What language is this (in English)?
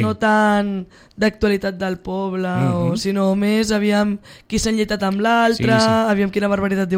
Catalan